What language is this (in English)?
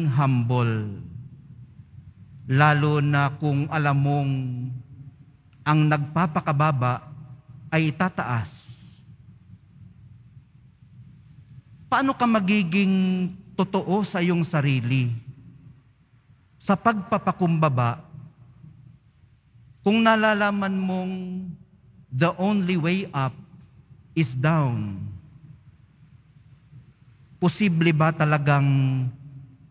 Filipino